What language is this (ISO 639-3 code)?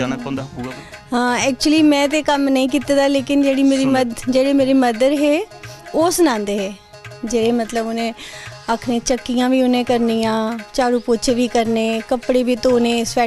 doi